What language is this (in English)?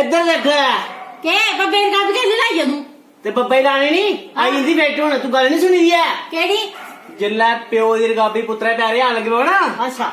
Dogri